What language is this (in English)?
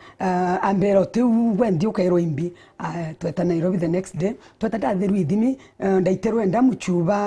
Meru